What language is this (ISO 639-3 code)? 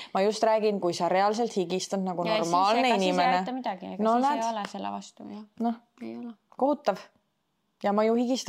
est